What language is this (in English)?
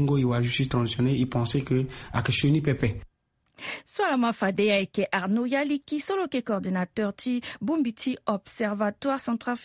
Sango